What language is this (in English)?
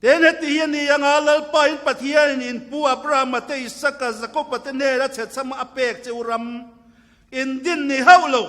Mizo